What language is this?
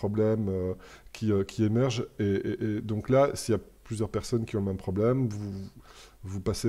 French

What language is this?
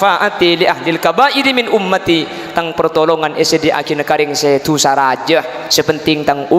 Madurese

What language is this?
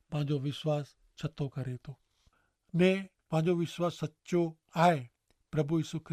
Kachhi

